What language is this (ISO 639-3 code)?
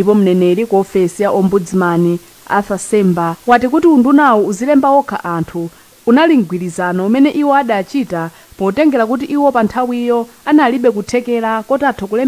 nya